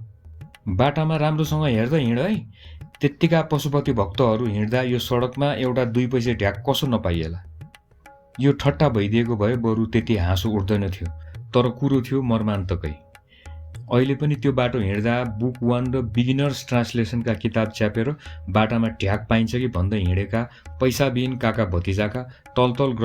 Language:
Nepali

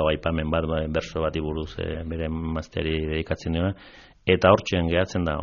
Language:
Basque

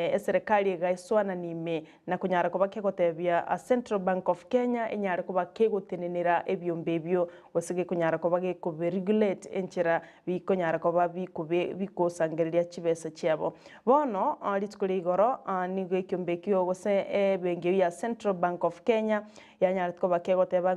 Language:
Gusii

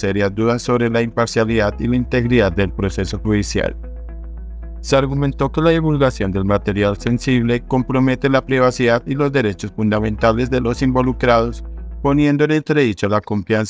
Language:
Spanish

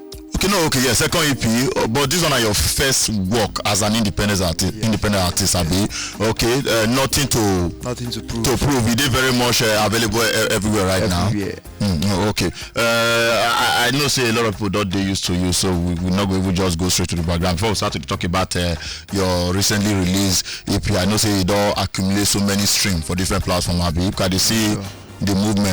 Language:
Nigerian Pidgin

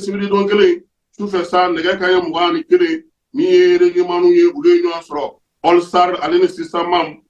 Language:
Bambara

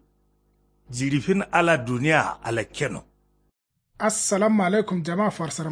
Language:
Kanuri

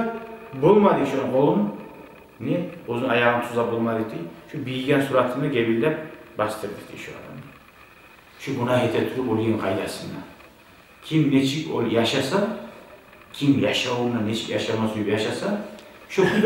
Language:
Kumyk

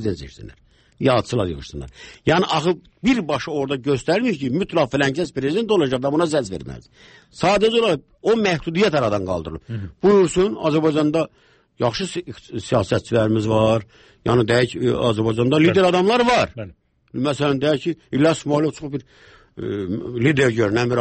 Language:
Azerbaijani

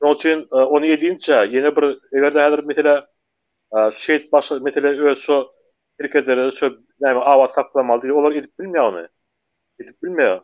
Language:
Turkmen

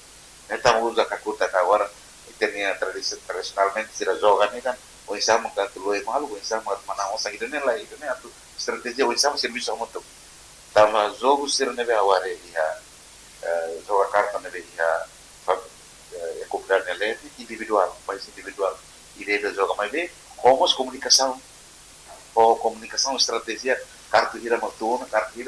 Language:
Tetum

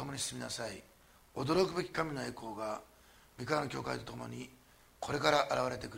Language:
Japanese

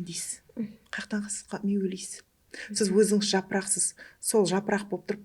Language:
Kara-Kalpak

